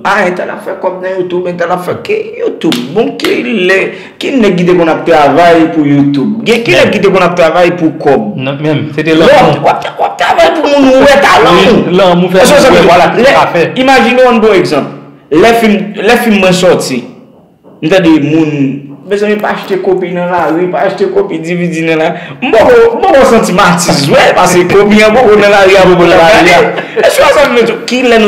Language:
Haitian Creole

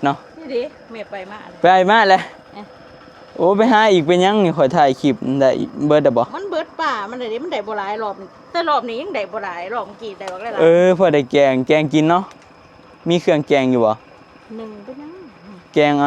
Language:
Northeastern Thai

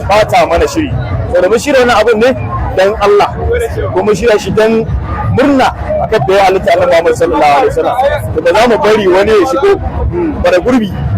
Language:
Hausa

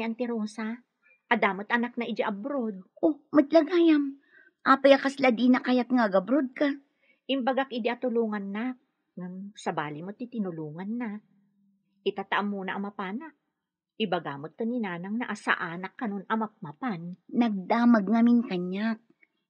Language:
Iloko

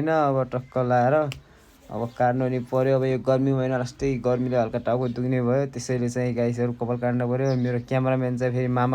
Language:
Nepali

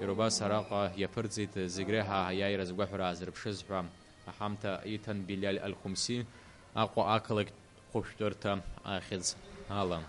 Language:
Abkhazian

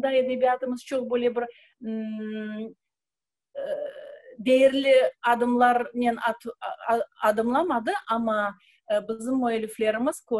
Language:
Crimean Tatar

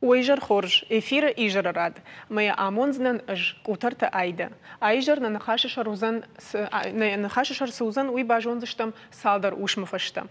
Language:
Ossetic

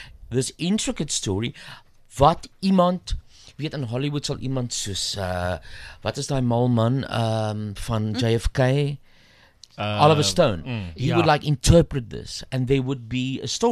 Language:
Afrikaans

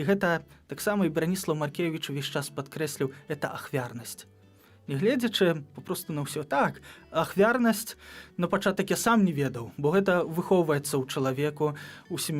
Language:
Belarusian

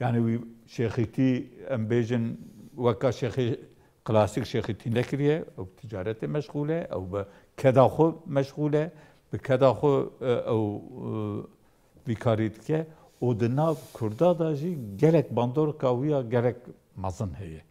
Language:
Kurdish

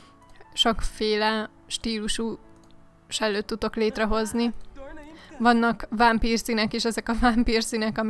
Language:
Hungarian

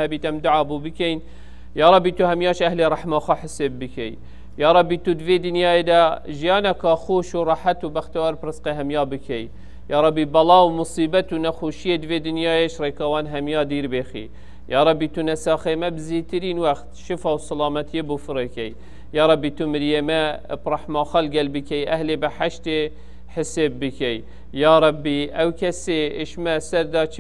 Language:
Kurdish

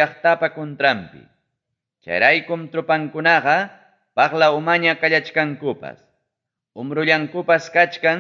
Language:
Ayacucho Quechua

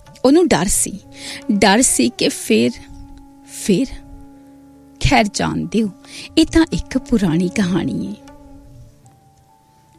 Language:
Punjabi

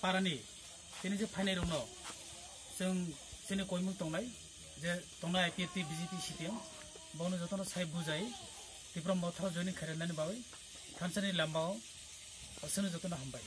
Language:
Kok Borok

